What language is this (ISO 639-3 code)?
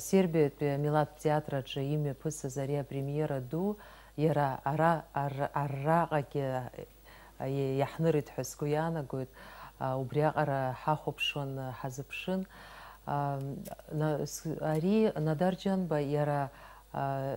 abk